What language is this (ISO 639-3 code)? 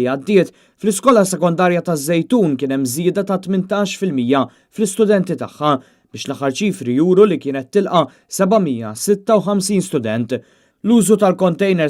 mlt